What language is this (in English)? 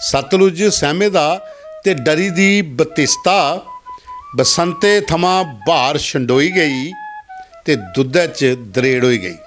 Dogri